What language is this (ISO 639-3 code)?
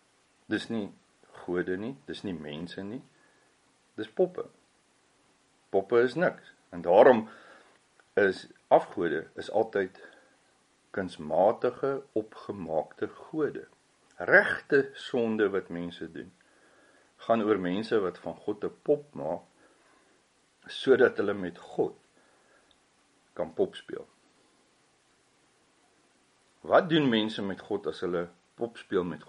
afr